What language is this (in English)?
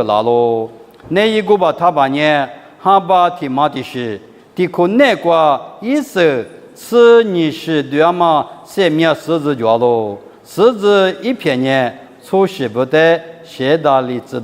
Lisu